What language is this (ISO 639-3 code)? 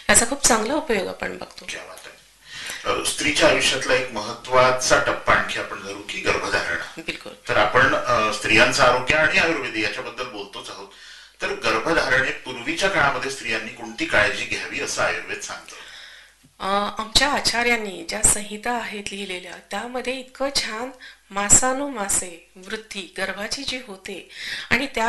mar